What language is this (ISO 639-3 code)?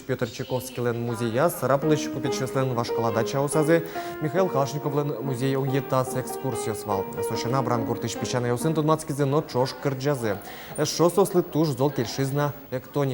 udm